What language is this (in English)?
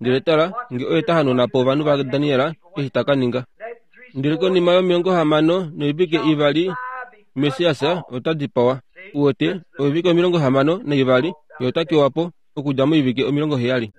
Kuanyama